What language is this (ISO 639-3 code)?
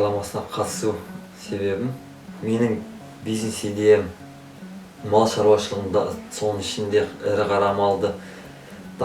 kaz